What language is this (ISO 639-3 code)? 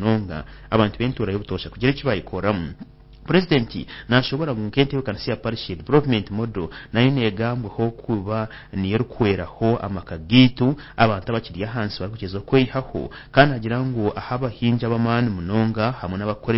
nyn